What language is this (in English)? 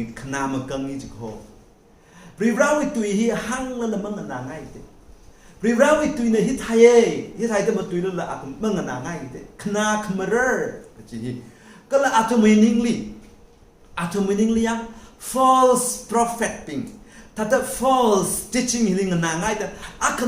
Tangkhul Naga (India)